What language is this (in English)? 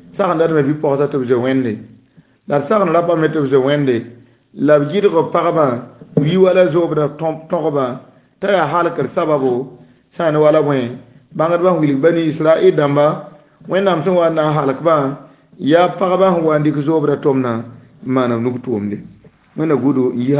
Mossi